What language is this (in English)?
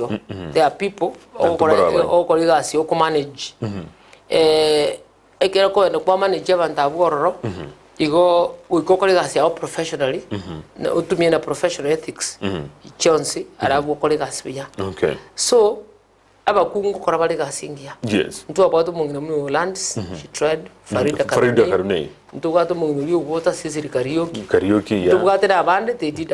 Gusii